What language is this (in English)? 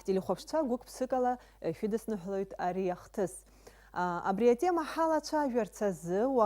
Abkhazian